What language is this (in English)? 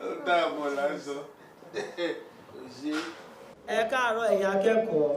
Yoruba